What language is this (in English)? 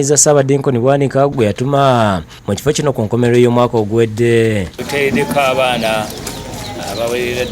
Ganda